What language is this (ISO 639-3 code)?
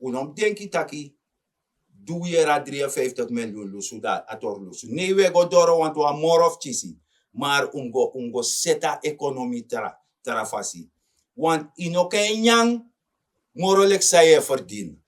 srn